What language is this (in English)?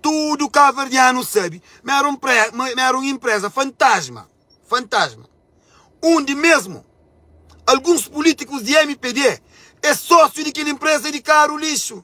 Kabuverdianu